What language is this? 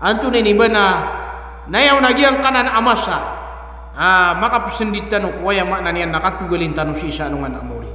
Maranao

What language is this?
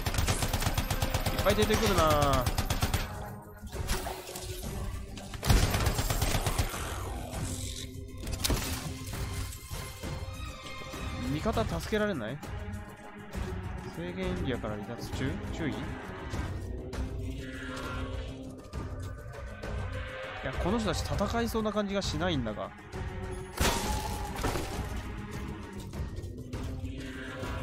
Japanese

